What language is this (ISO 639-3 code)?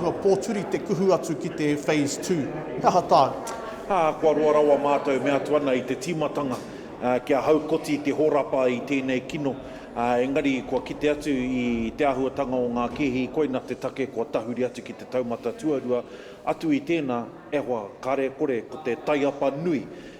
mri